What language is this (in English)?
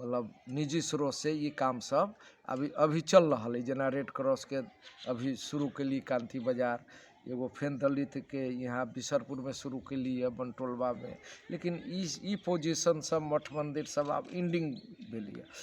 Magahi